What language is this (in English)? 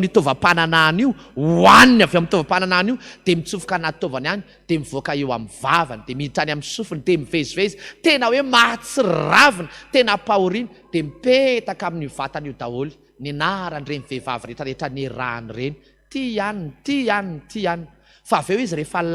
Malagasy